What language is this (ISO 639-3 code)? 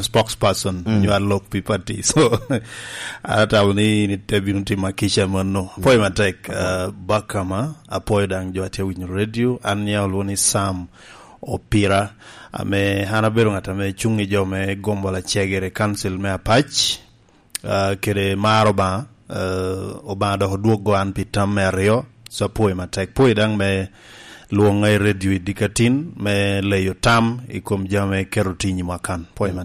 laj